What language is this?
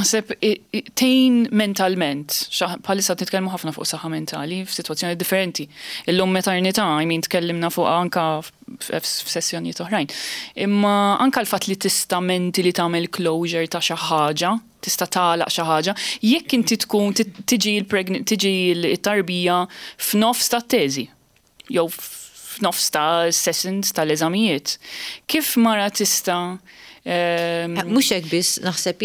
Maltese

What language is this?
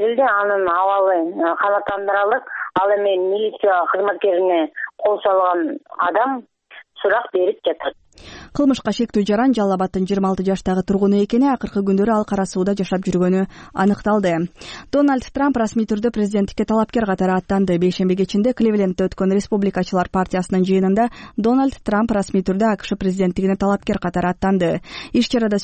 Kyrgyz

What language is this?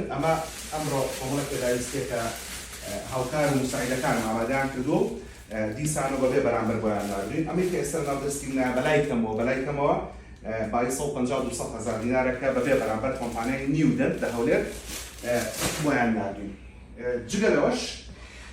Central Kurdish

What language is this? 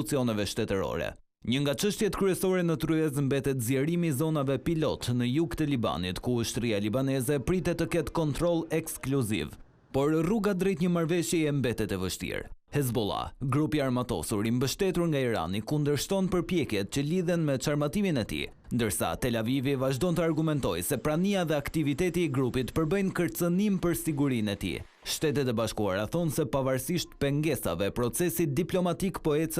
Albanian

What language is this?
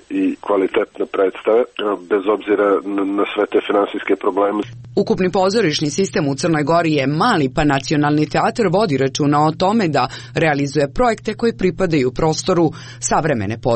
Serbian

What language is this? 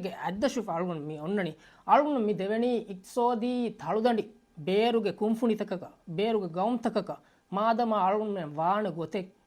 Divehi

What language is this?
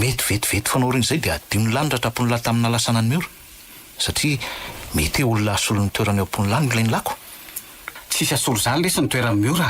Malagasy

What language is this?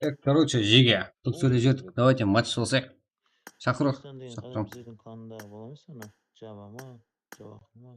Kara-Kalpak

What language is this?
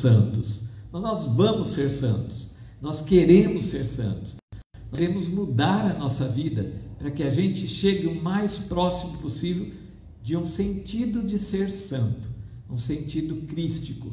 Portuguese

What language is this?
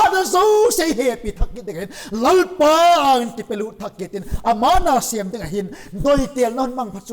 Vaiphei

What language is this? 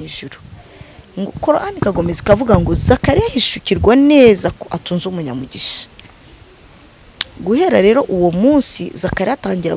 Kinyarwanda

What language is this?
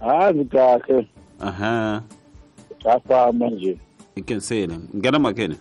Tsonga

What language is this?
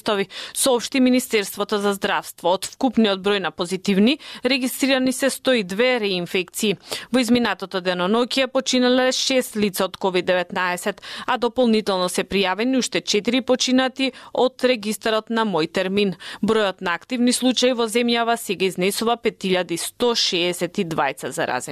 Macedonian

